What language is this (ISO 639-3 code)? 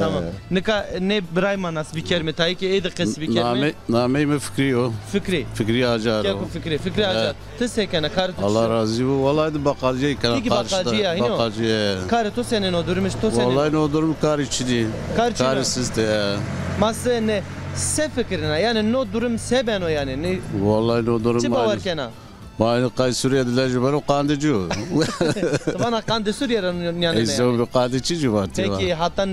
zza